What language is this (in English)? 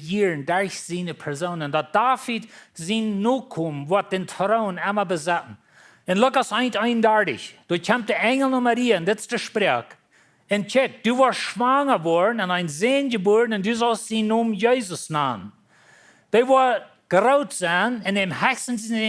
Plautdietsch